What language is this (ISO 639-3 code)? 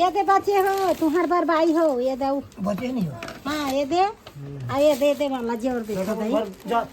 hne